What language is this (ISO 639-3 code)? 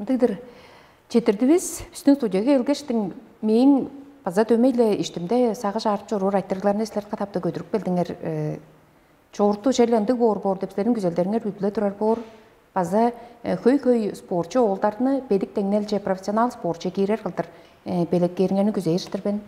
tyv